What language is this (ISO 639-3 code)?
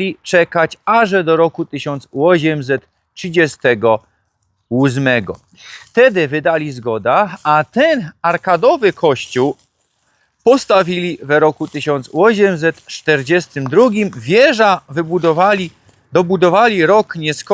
szl